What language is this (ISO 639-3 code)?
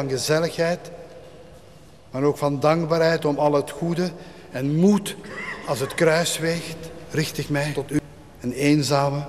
nld